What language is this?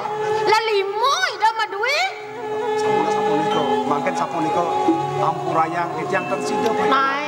Balinese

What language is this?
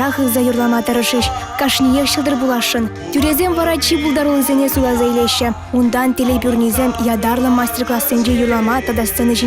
Chuvash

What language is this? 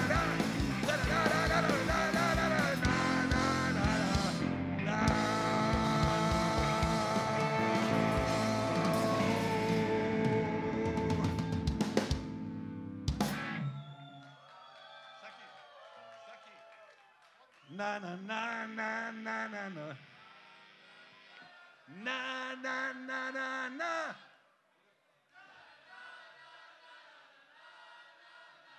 Serbian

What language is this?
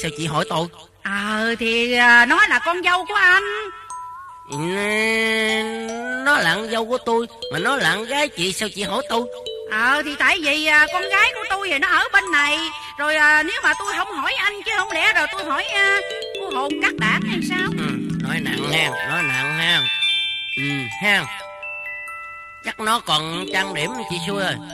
Vietnamese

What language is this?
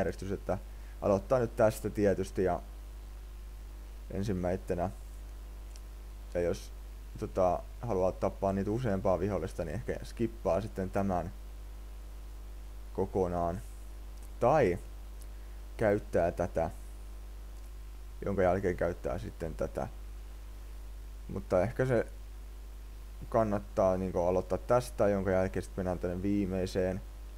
Finnish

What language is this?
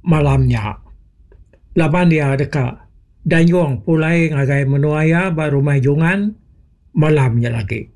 Iban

